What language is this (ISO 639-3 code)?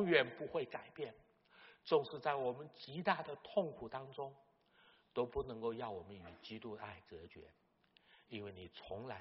zho